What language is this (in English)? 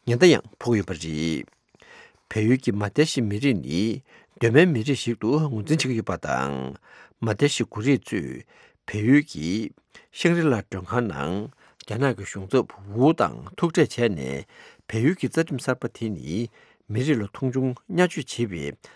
Tibetan